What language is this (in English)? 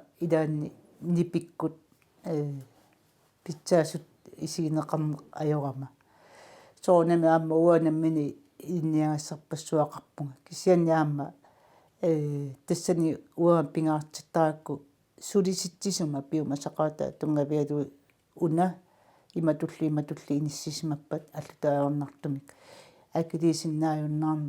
Kalaallisut